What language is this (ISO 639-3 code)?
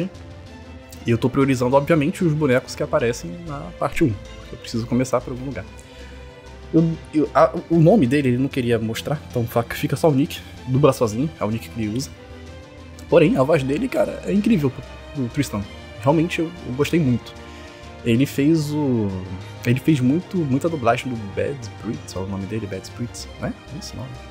por